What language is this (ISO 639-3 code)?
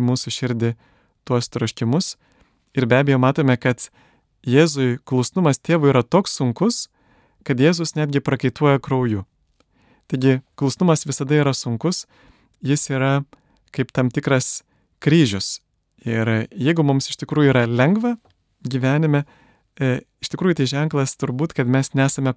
lit